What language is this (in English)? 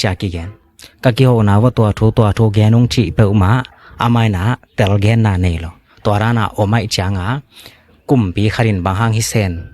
Tedim Chin